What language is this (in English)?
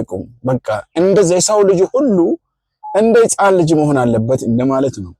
Amharic